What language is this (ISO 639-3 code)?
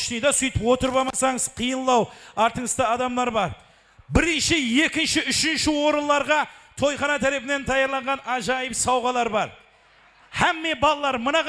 kaa